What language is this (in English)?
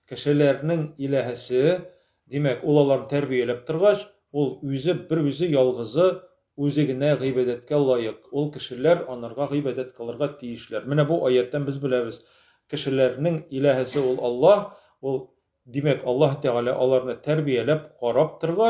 Tatar